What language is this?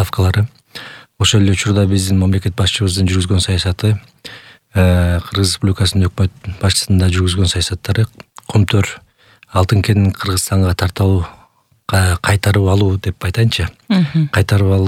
Kyrgyz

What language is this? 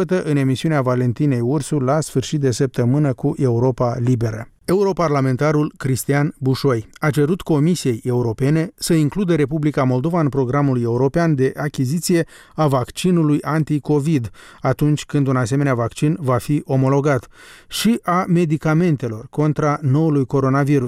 Romanian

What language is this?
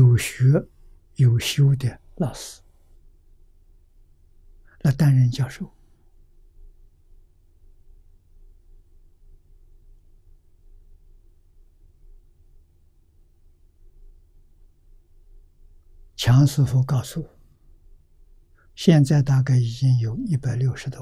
Chinese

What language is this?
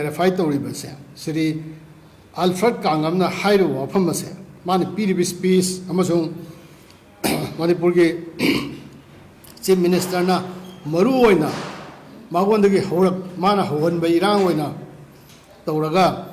Manipuri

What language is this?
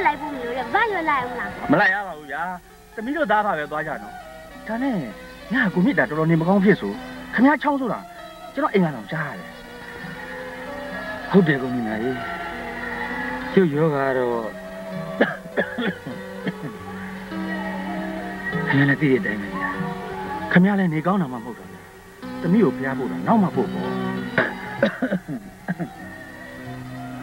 Burmese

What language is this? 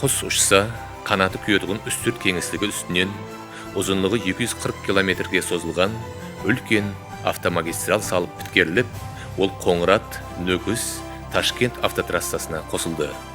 Kara-Kalpak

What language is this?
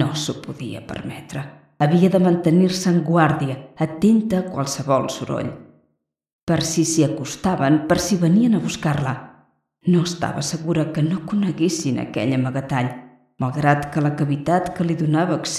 Catalan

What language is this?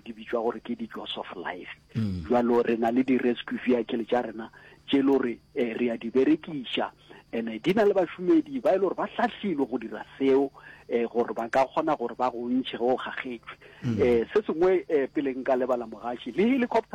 Northern Sotho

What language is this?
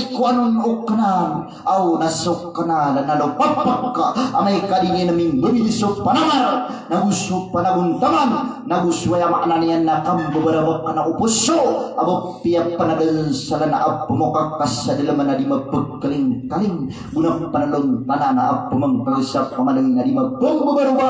Maranao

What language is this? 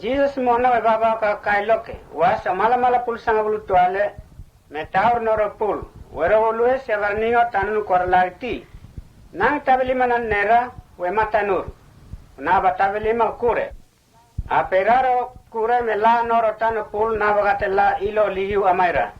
Mota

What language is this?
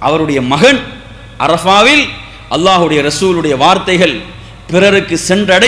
Tamil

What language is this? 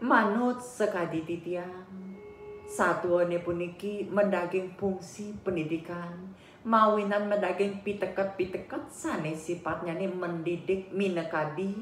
Balinese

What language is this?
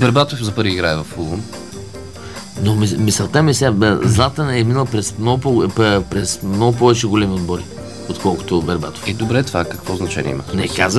Bulgarian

